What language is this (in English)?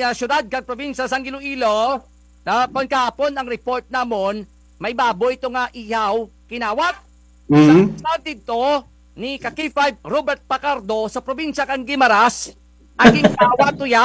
Kinaray-a